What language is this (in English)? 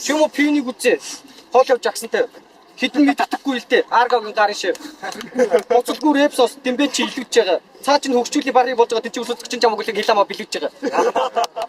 Mongolian